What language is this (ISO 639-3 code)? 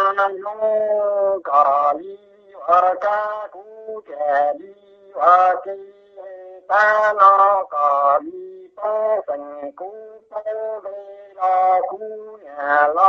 vie